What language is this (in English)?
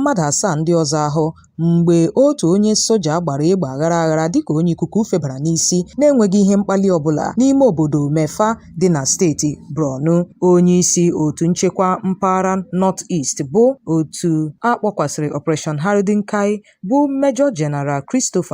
Igbo